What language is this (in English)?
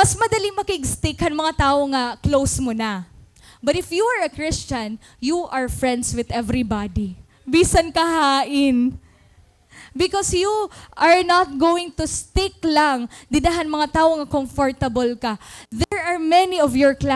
Waray